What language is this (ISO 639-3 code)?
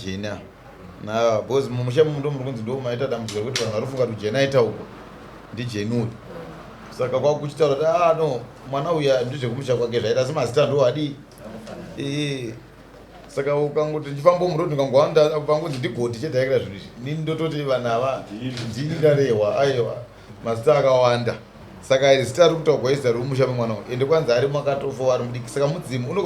sna